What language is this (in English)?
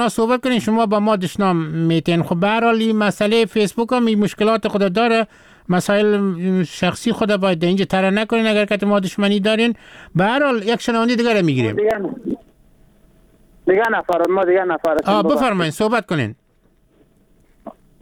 Persian